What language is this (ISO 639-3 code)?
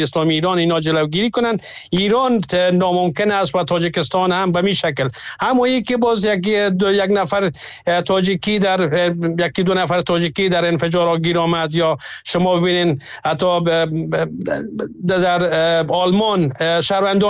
fas